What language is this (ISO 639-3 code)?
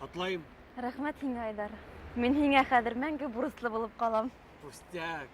bak